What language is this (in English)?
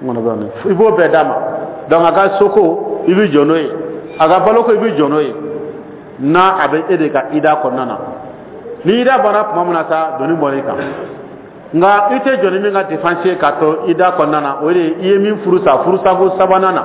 Dyula